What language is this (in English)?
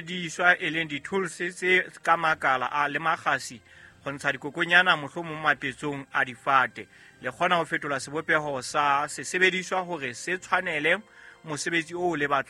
Southern Sotho